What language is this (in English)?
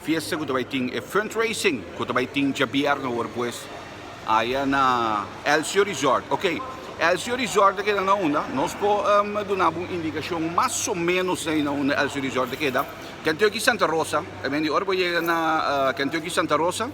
Papiamento